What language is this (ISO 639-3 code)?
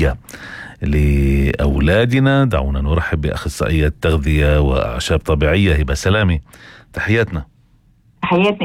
apc